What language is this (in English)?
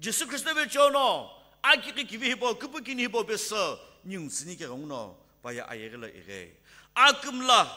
Sumi Naga